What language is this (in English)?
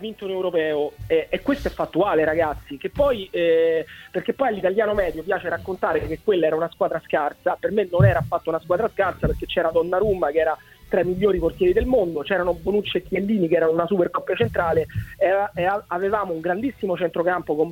Italian